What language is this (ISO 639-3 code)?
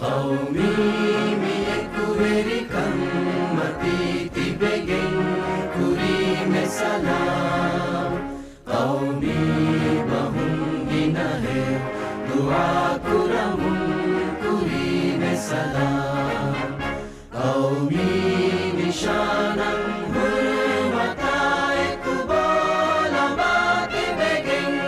div